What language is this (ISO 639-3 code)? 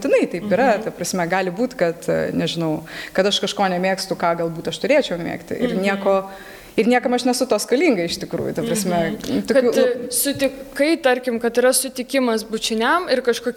lit